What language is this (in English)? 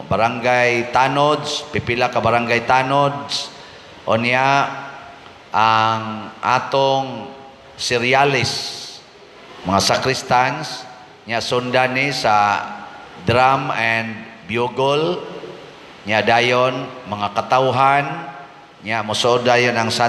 Cebuano